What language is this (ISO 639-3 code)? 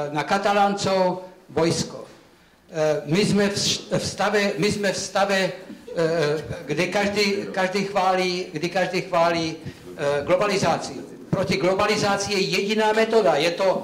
slk